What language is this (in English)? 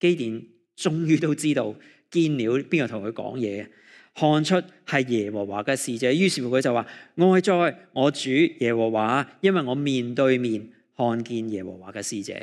Cantonese